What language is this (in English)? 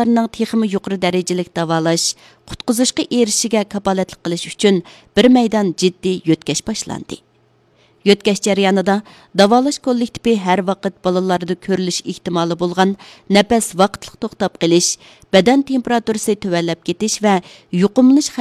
Uyghur